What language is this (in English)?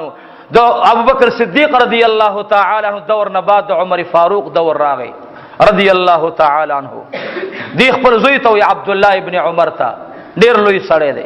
Pashto